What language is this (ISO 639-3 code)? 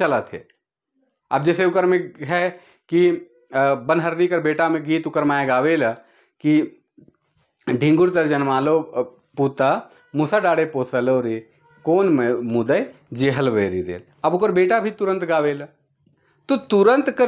sck